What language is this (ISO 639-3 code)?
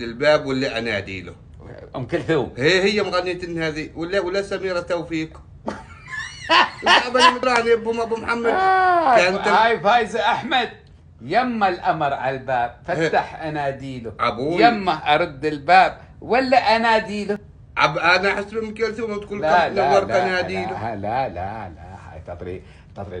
afb